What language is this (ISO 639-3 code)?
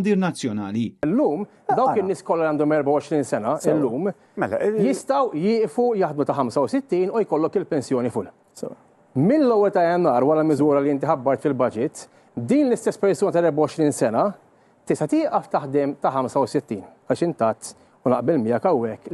mlt